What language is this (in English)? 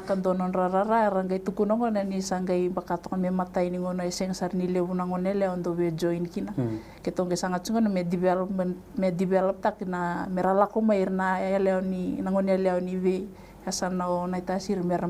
Fijian